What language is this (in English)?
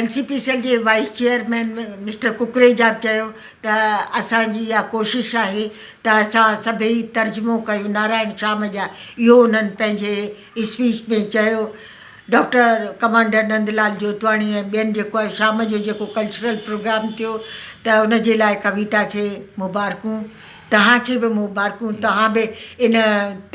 Sindhi